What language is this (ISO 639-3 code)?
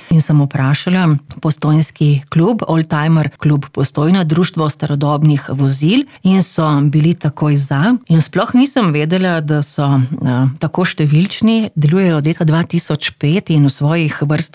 slv